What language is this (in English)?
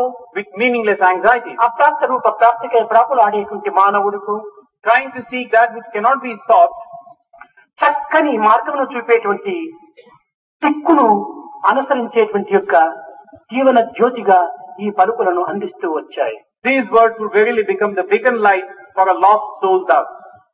Telugu